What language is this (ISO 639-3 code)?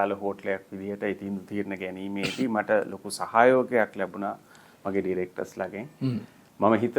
sin